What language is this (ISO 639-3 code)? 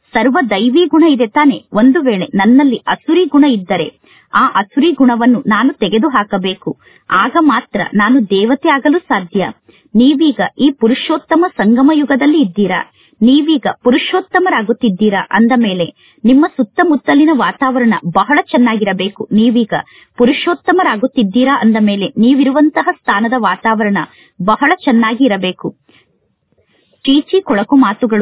kan